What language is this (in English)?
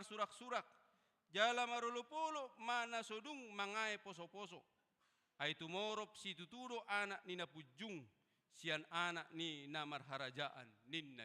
Batak Toba